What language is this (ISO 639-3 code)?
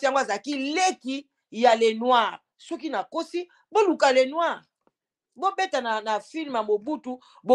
lin